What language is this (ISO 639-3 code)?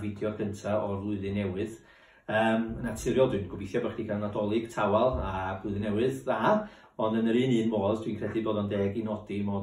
cym